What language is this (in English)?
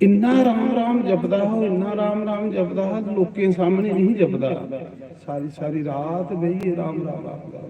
Dogri